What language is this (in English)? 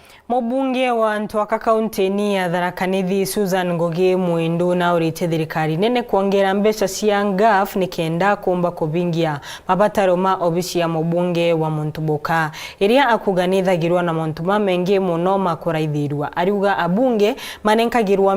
Meru